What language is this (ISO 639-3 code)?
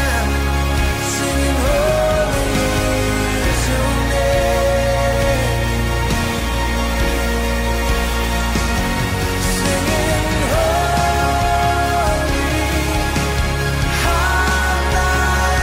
est